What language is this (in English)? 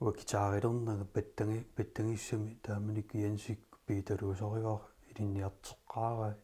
Kalaallisut